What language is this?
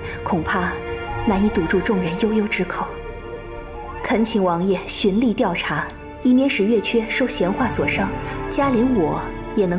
Chinese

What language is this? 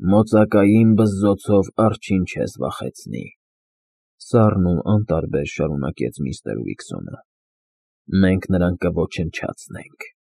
Armenian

